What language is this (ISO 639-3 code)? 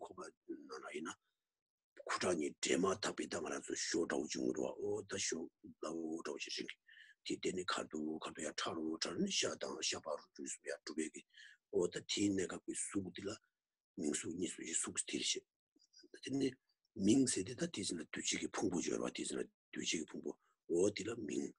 bod